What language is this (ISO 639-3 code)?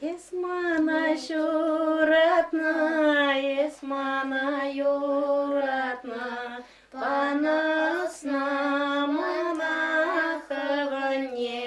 chv